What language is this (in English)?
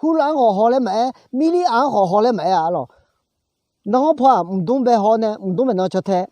Akha